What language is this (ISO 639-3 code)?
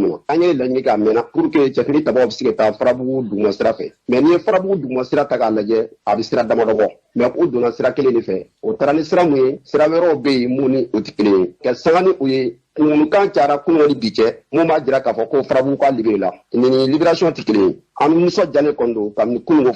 bam